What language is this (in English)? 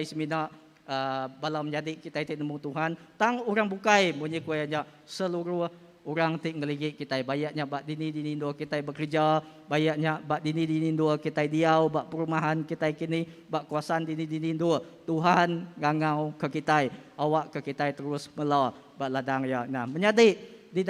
Iban